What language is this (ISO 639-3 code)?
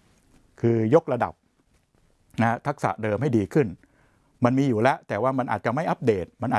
tha